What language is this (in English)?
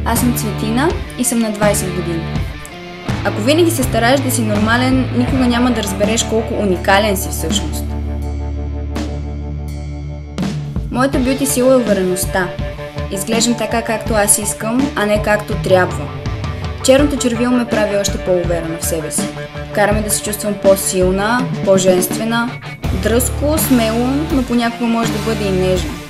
Bulgarian